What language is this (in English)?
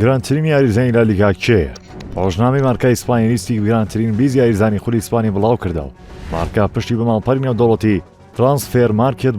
Central Kurdish